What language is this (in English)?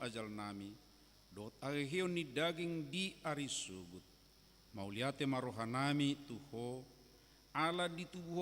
Batak Toba